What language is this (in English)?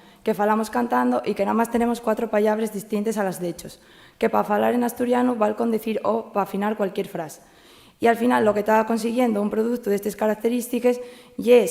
Asturian